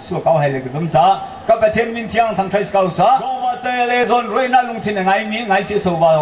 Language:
Hakha Chin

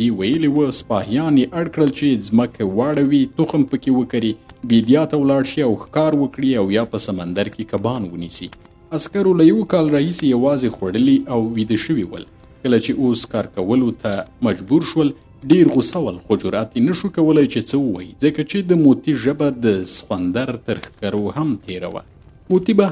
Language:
Pashto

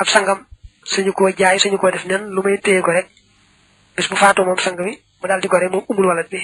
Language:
Wolof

